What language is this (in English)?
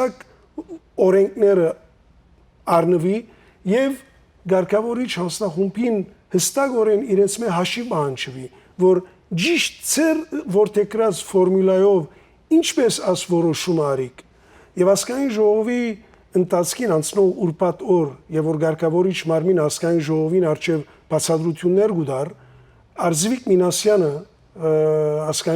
Western Armenian